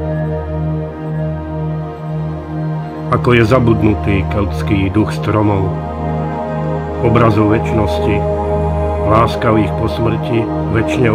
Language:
Slovak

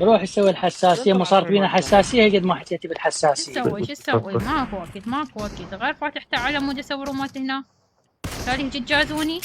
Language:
Mesopotamian Arabic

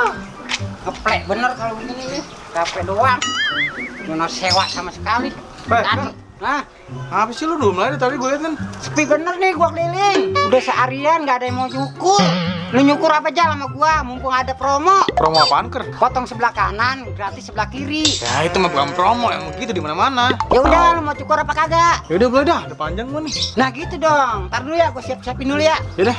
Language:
Betawi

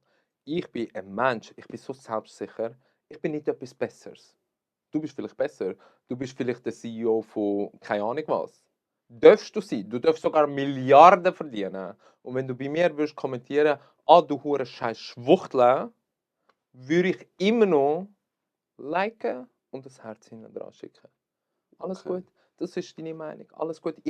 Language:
Swiss German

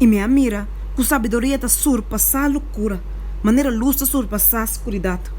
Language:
Papiamento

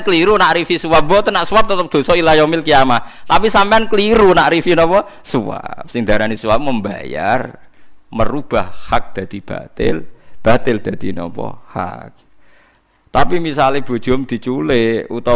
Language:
Javanese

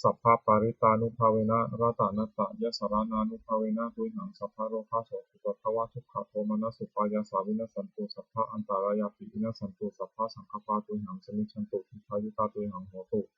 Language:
Pali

